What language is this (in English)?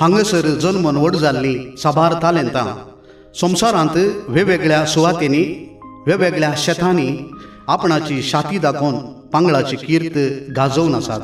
Konkani